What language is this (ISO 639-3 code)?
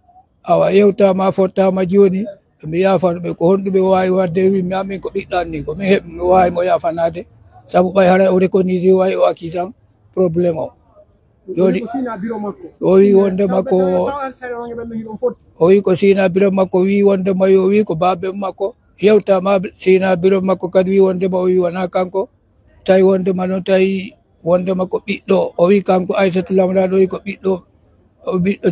ful